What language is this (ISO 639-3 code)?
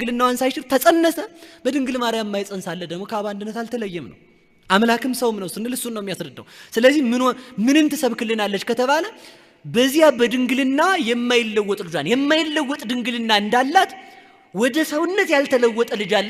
amh